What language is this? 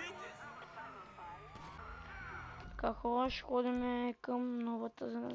Bulgarian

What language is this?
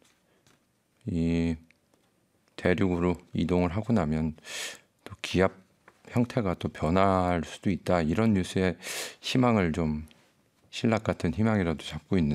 Korean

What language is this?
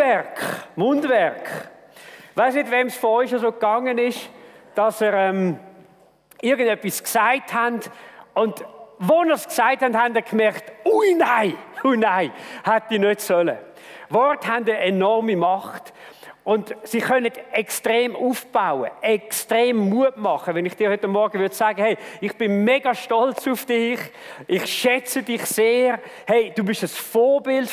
Swiss German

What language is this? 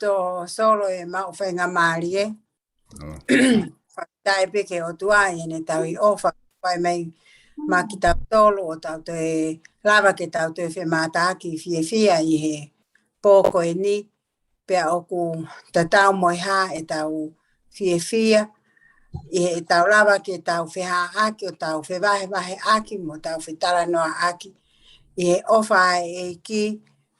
Tongan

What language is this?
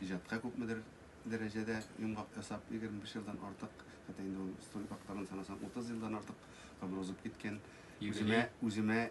Tatar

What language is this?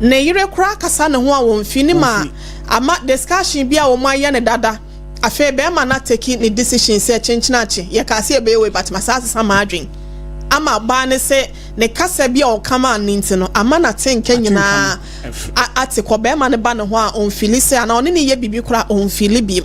Akan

